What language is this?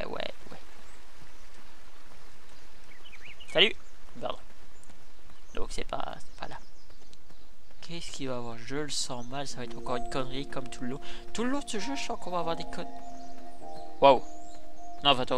French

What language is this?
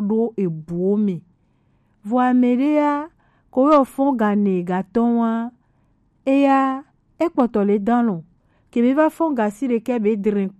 Gen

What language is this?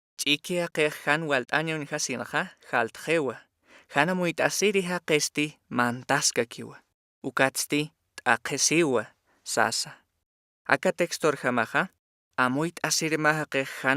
Aymara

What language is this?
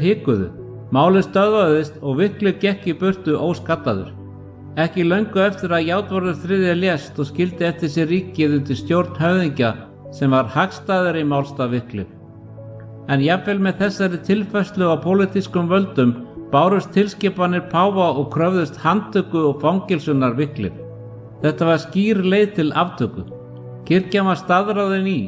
Icelandic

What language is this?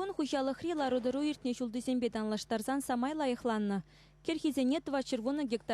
Chuvash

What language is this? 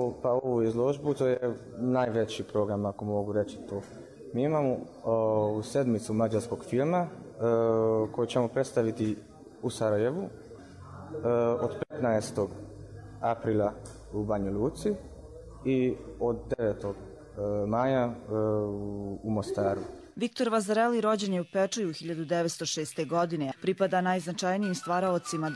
Bosnian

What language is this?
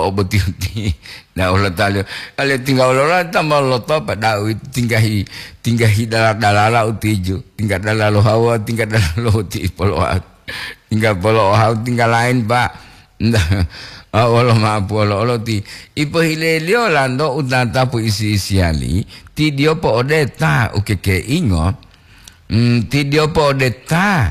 Gorontalo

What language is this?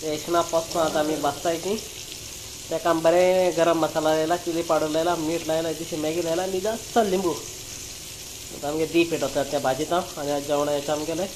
Konkani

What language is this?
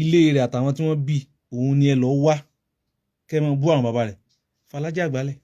Yoruba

